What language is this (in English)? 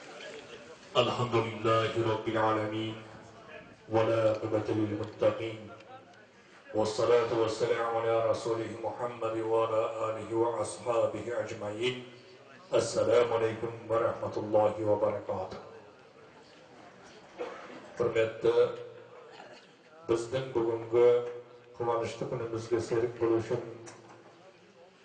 Kazakh